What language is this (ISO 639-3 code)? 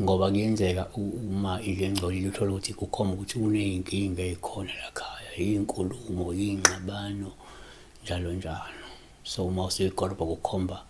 zul